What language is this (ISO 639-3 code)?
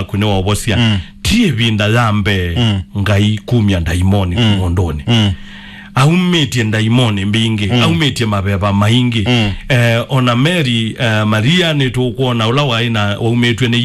kam